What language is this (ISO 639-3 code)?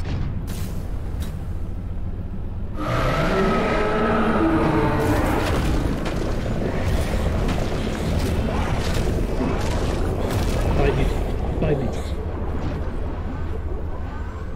eng